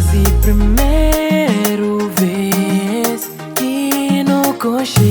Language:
Kabuverdianu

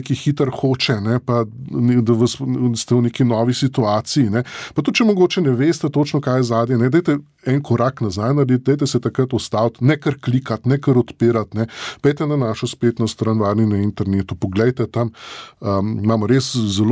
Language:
Slovenian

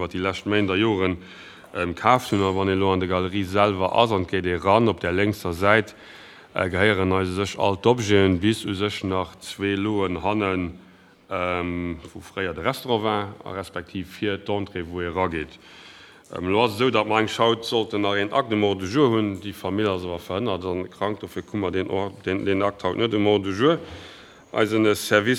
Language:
Luxembourgish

